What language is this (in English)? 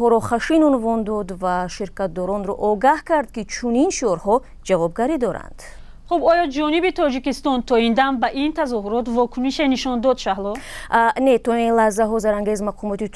Tajik